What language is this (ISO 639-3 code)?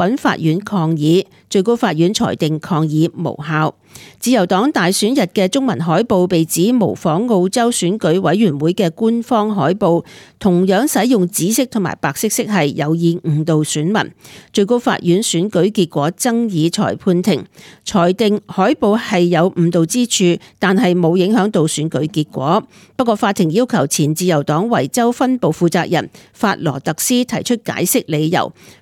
yue